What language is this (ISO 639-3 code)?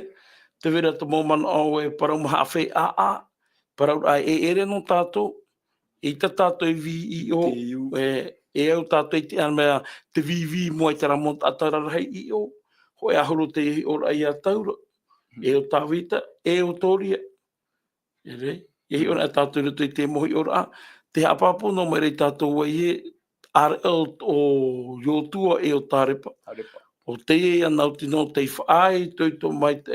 tah